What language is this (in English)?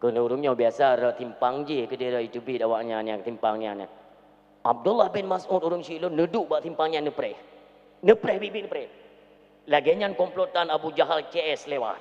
Achinese